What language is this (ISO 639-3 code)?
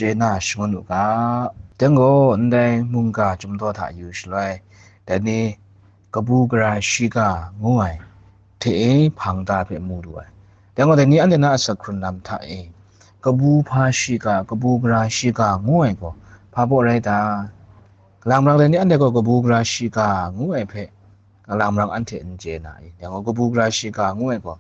kac